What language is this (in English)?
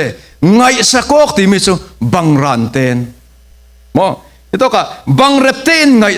Falam Chin